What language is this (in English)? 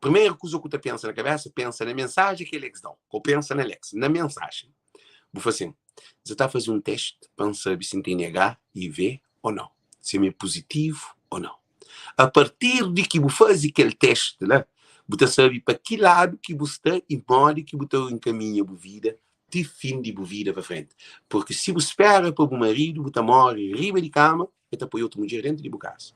Kabuverdianu